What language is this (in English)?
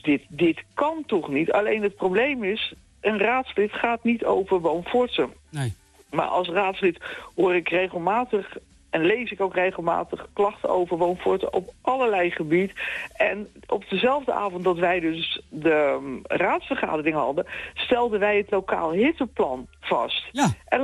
Dutch